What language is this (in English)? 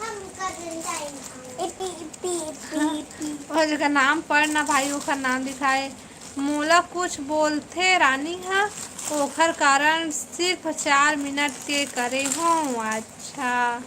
Chhattisgarhi